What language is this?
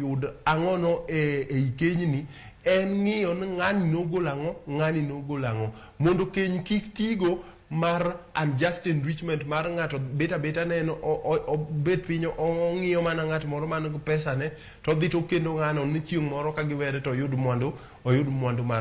Luo (Kenya and Tanzania)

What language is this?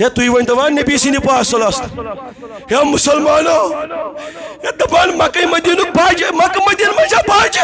Kashmiri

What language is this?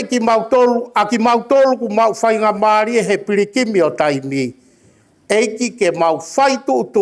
Tongan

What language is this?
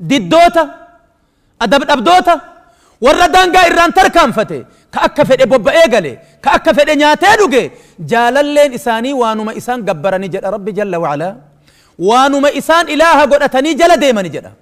Oromo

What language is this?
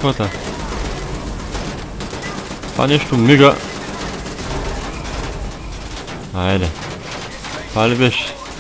Bulgarian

